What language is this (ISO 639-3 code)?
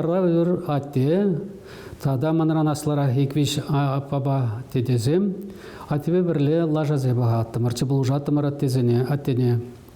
chv